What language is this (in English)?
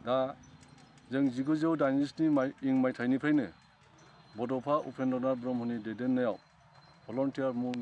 Bodo